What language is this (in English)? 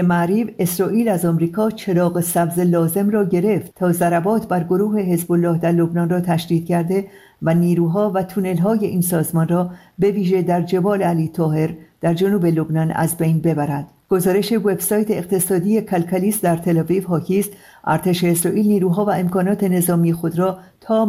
Persian